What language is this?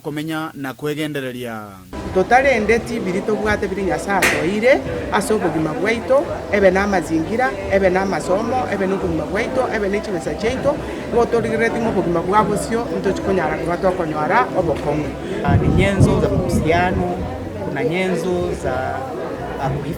Gusii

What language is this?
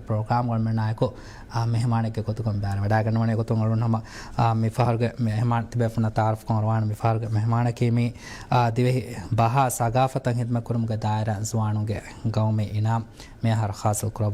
Divehi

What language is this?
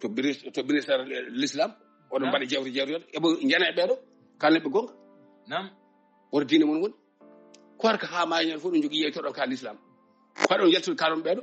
Fula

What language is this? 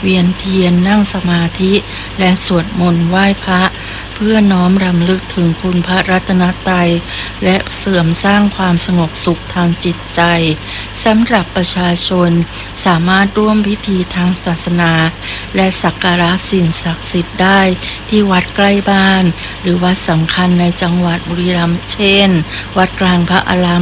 Thai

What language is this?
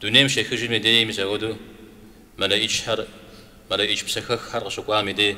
Kabardian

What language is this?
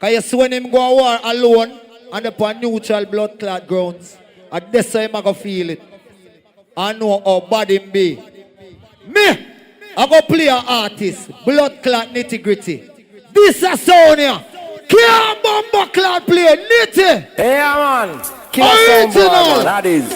Jamaican Creole English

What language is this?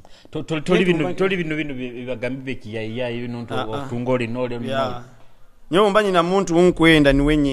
Nyoro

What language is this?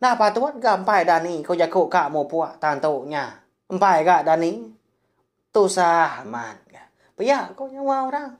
Iban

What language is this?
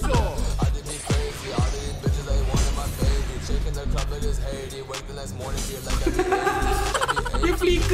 Malay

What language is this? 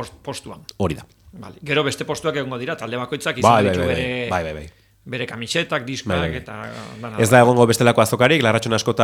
Basque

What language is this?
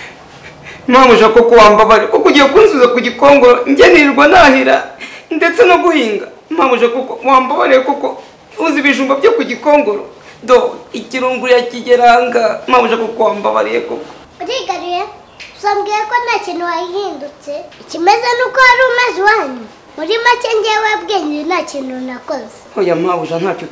Kinyarwanda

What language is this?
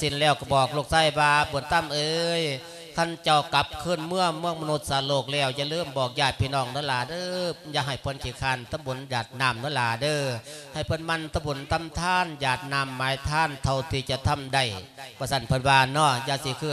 Lao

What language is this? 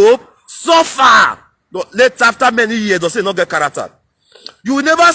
Nigerian Pidgin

